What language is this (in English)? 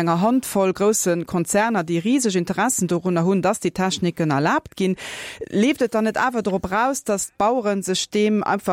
Luxembourgish